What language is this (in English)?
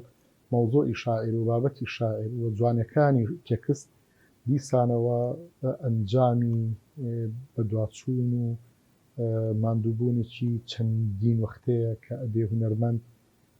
Central Kurdish